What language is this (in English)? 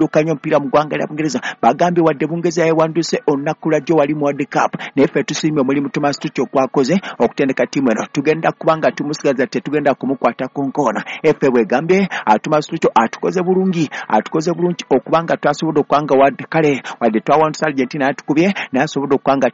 Ganda